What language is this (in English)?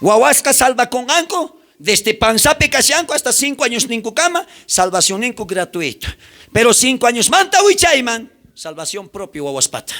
South Bolivian Quechua